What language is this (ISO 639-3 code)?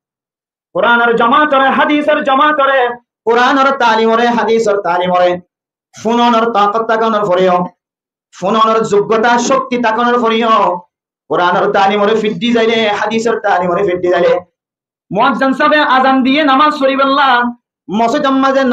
rhg